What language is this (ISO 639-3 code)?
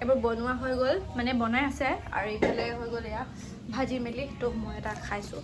asm